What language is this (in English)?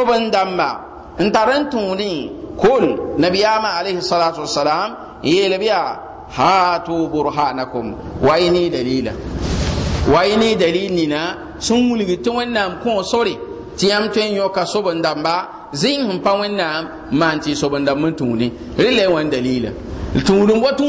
Mossi